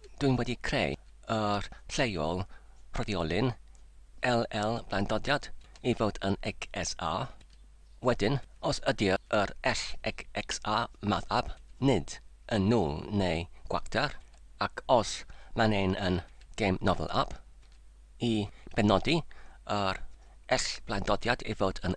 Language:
Welsh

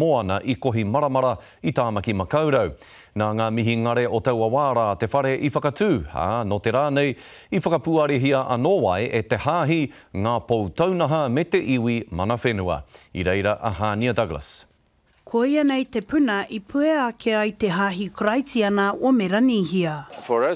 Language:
Māori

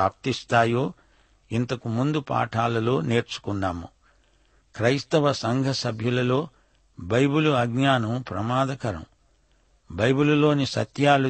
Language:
Telugu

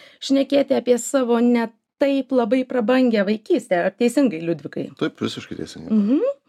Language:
Lithuanian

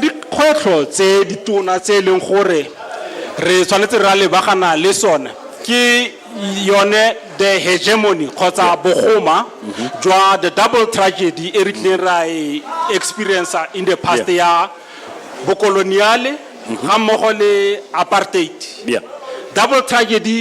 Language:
Tswana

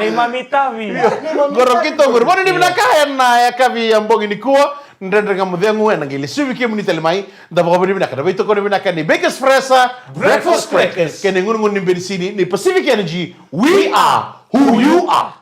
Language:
Fijian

